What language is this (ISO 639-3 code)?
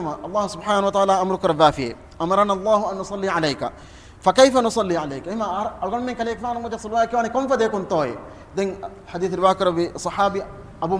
div